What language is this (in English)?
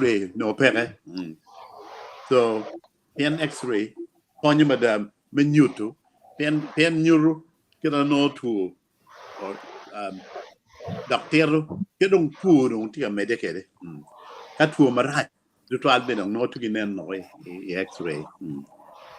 Acoli